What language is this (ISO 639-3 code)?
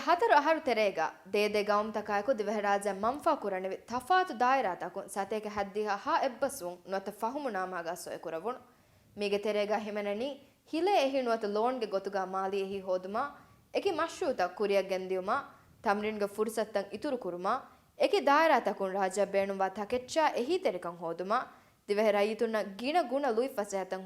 div